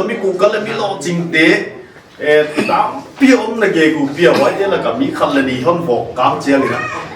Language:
Paite Chin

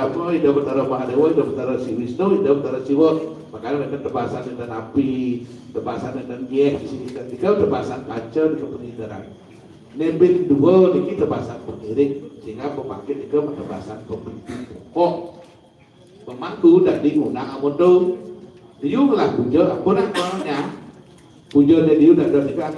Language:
Balinese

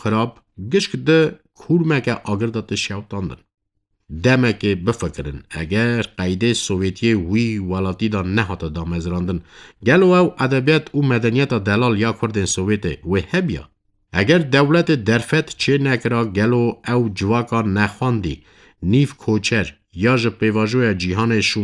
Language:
Kurdish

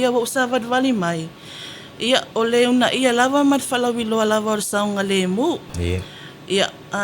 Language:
Samoan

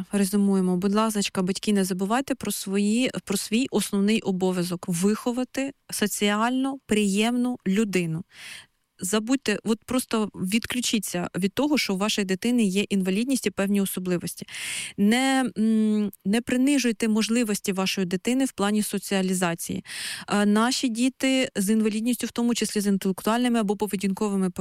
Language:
Ukrainian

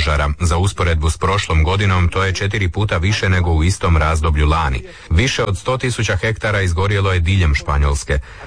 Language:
Croatian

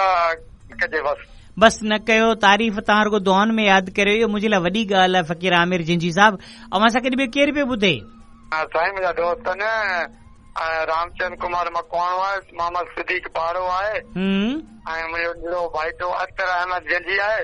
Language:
Sindhi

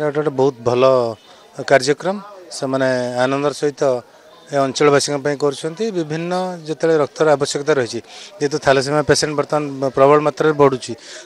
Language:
Odia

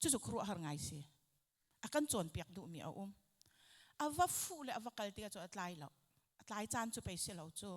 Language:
Hakha Chin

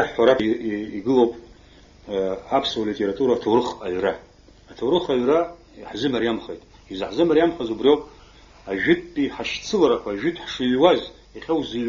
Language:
Abkhazian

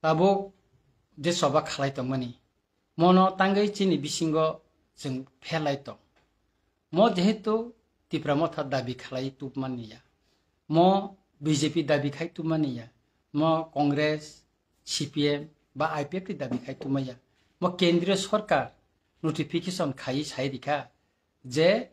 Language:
Kok Borok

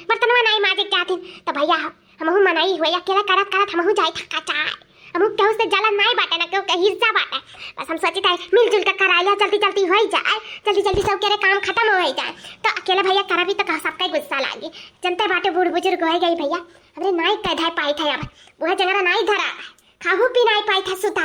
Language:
Awadhi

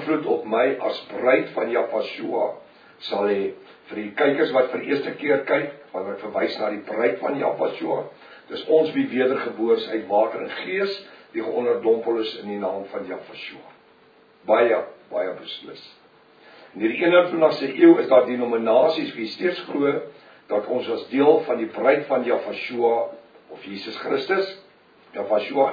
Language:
Afrikaans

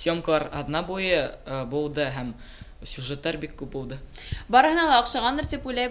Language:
Bashkir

